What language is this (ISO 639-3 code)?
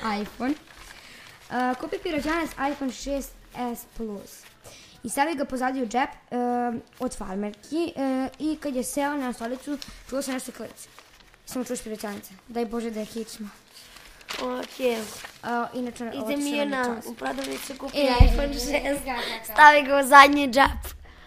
srp